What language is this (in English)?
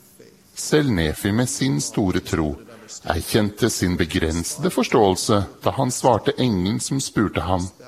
Norwegian